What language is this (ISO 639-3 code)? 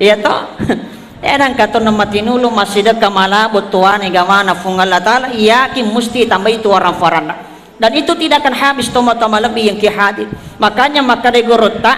bug